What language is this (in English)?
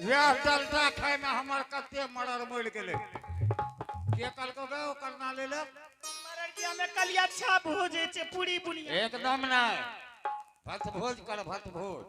Angika